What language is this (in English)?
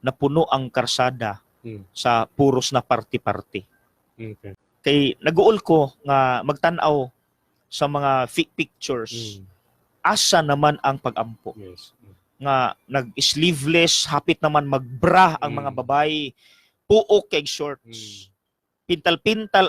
Cebuano